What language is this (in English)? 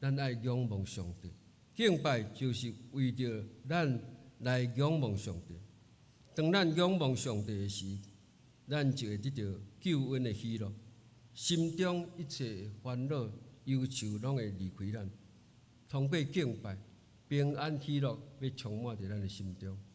Min Nan Chinese